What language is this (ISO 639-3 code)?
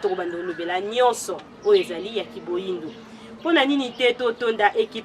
lin